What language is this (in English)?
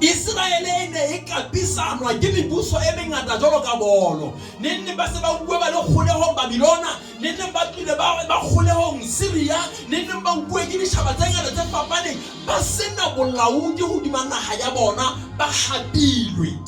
Southern Sotho